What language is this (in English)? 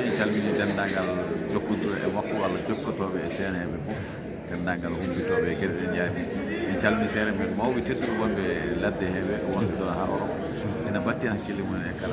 Fula